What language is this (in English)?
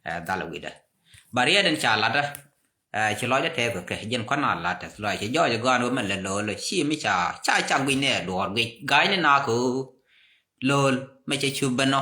Nuer